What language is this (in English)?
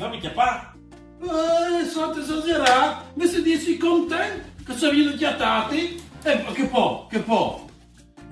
Friulian